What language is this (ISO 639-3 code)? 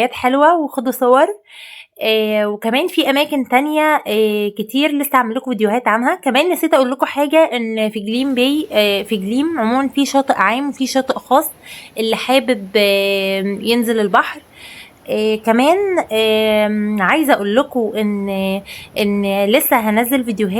arz